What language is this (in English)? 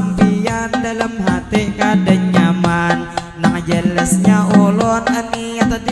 Banjar